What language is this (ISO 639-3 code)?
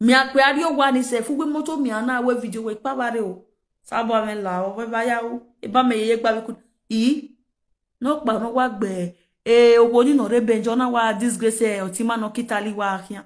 pcm